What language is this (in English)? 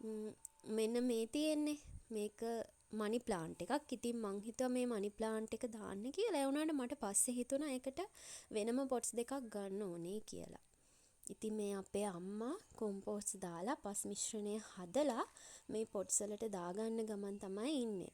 Sinhala